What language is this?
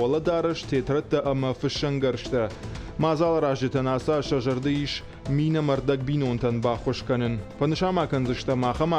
Ossetic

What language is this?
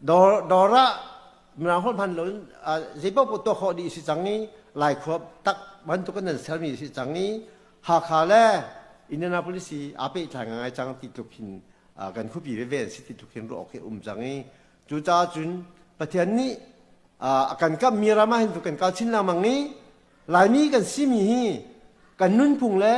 Hakha Chin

